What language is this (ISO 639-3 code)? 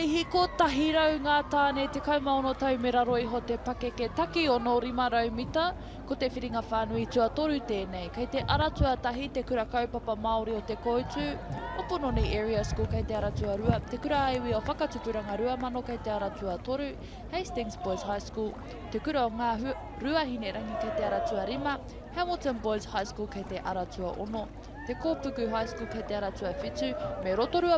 mri